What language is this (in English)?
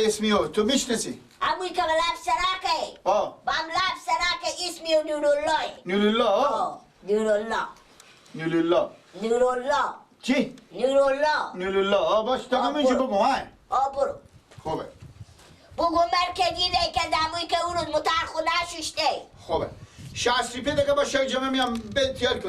Persian